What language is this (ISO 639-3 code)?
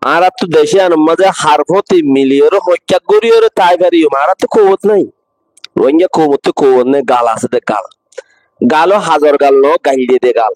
rhg